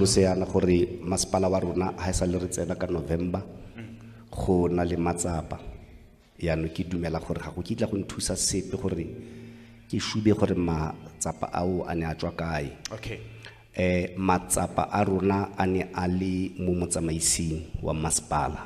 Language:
Tswana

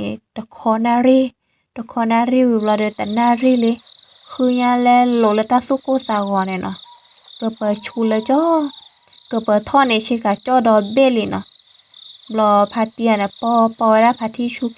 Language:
S'gaw Karen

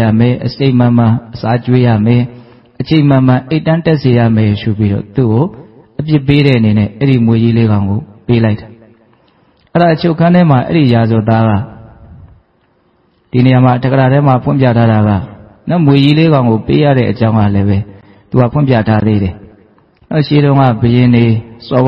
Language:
Burmese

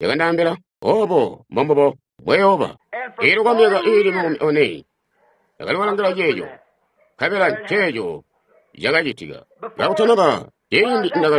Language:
Tonga (Zambia)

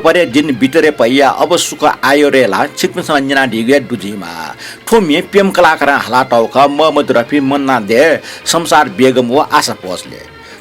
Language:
Newari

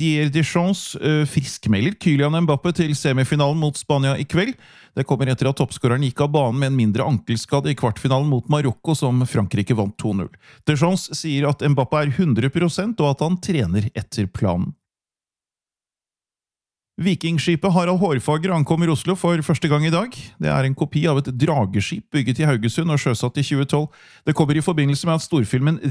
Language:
Norwegian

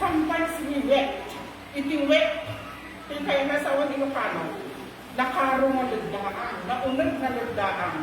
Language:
Iloko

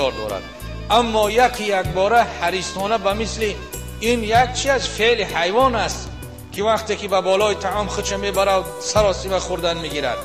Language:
Tajik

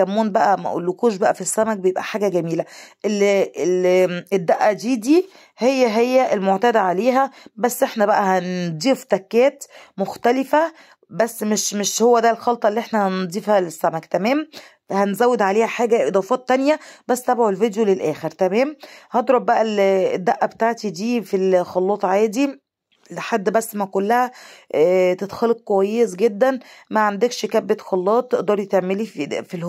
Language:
Egyptian Arabic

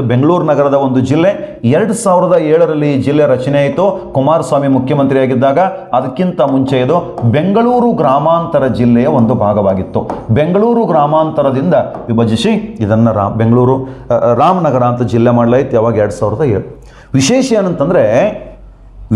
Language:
Kannada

